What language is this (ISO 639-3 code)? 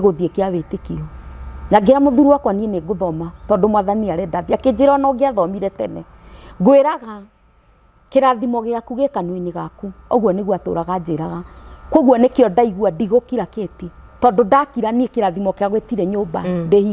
kik